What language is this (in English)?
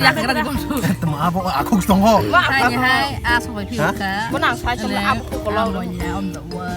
Kok Borok